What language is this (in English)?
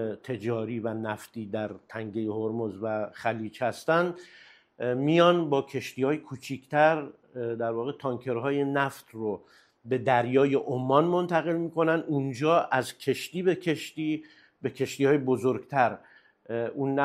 Persian